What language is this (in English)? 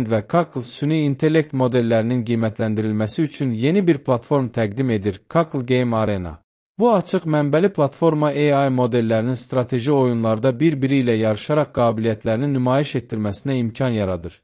Azerbaijani